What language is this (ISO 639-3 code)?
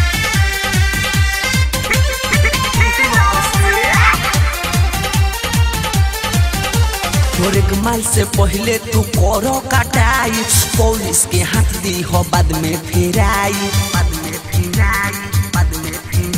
bho